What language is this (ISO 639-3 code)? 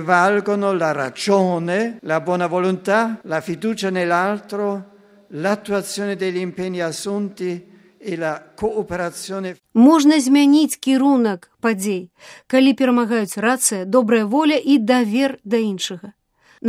bel